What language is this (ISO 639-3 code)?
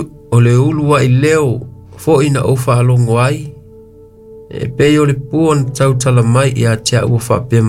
smo